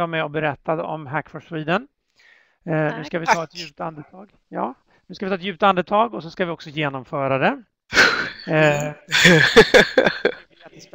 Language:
Swedish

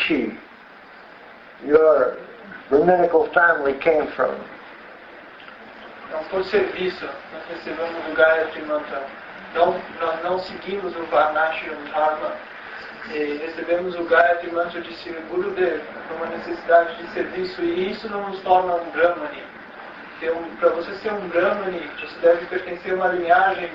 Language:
Portuguese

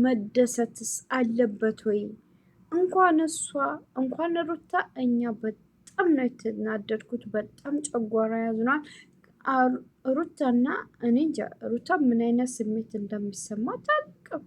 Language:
Amharic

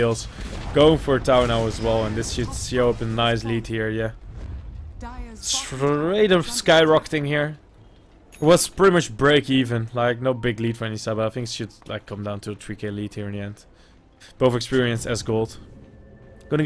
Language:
English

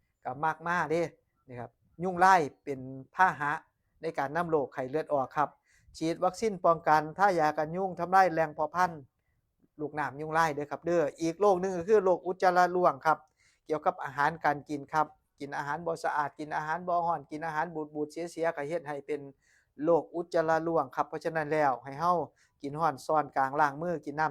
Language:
Northeastern Thai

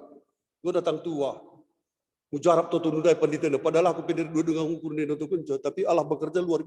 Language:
Batak Karo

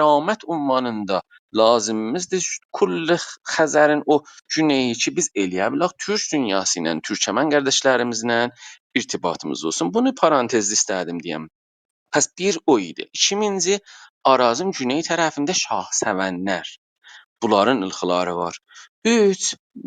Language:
South Azerbaijani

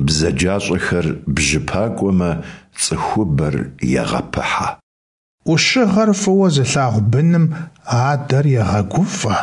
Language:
Kabardian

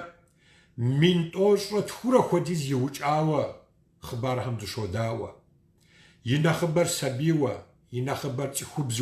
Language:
Kabardian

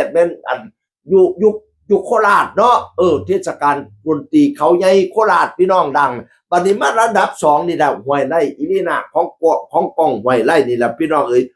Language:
Northeastern Thai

